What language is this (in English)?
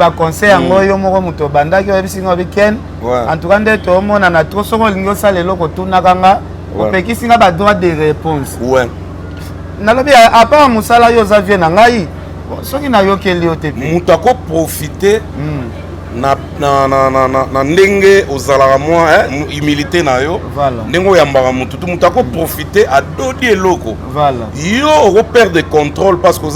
Lingala